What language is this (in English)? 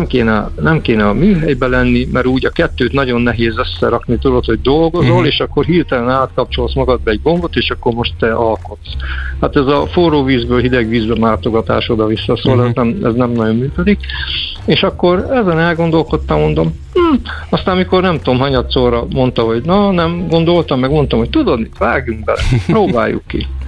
Hungarian